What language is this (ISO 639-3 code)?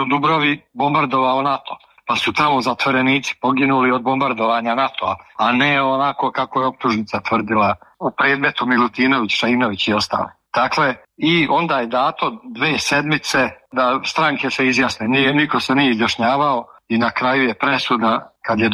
srp